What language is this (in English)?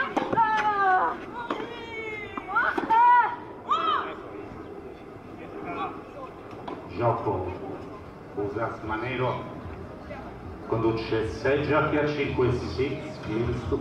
Italian